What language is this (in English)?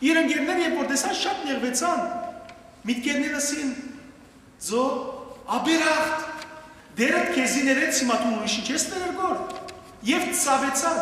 Western Armenian